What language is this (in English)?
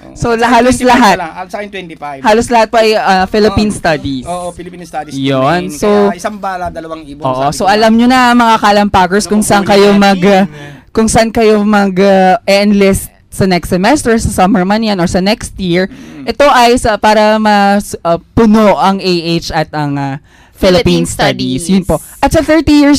Filipino